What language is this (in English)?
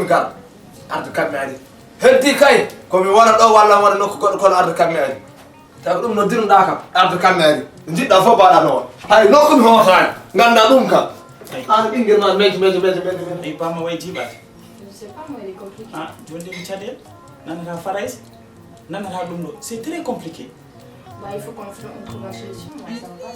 Fula